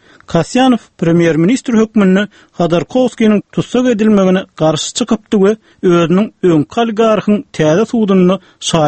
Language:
Turkmen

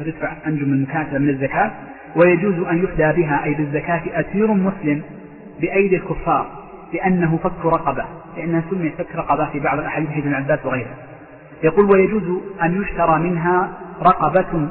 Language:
Arabic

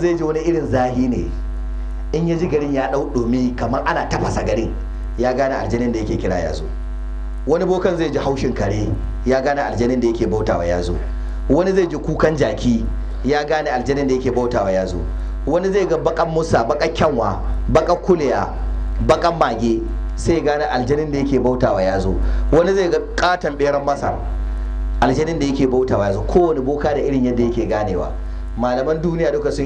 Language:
Hausa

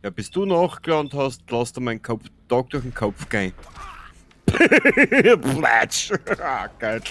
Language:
Bavarian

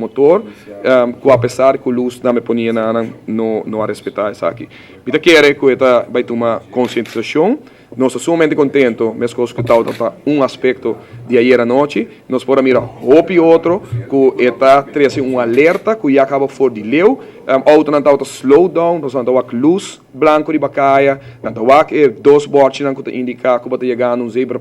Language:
Papiamento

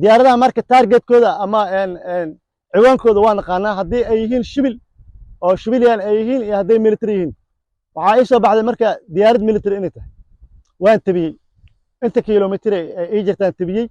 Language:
Somali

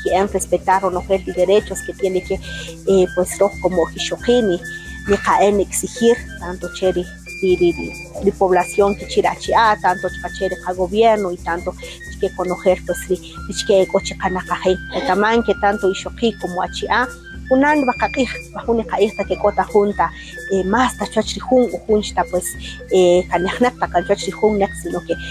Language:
Kaqchikel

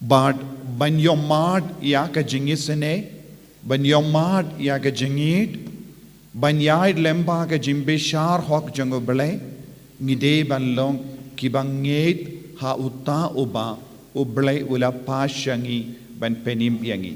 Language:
Khasi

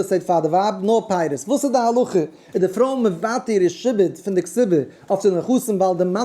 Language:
Yiddish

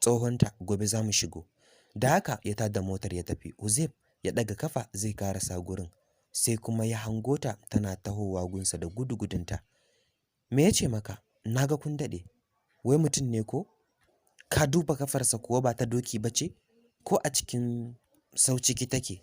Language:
Hausa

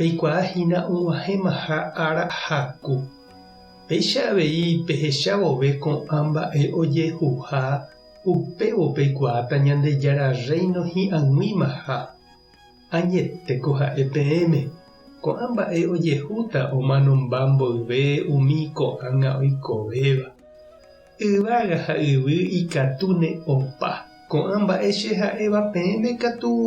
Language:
Guarani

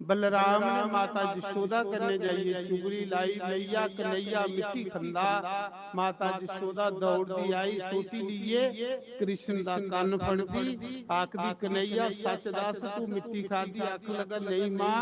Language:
Dogri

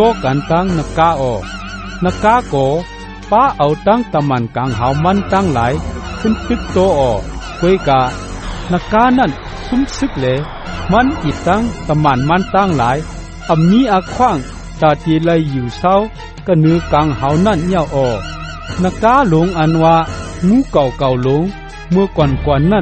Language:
Shan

